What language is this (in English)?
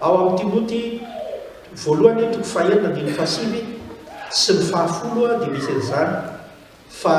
Malagasy